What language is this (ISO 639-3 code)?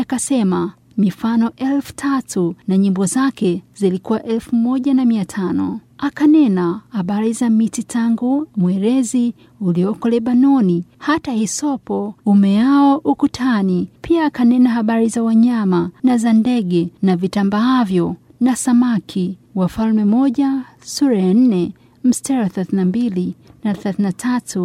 swa